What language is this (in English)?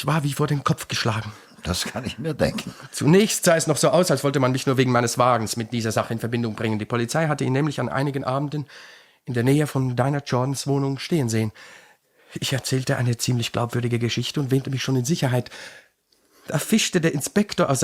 Swiss German